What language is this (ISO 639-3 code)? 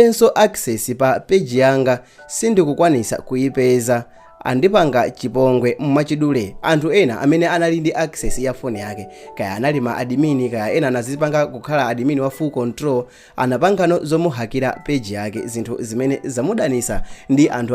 nya